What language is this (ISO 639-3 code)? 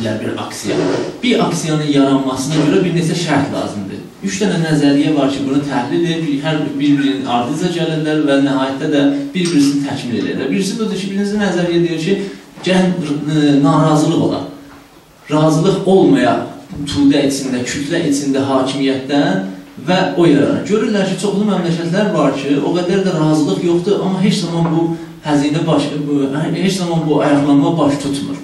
azb